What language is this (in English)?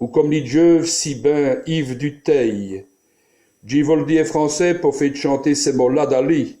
Walloon